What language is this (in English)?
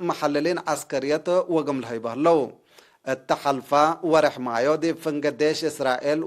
Tigre